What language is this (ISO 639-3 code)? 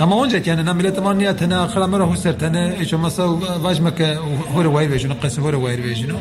zza